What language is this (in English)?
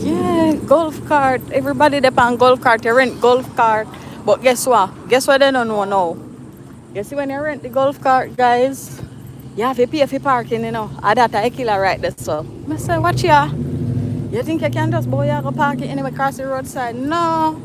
Jamaican Creole English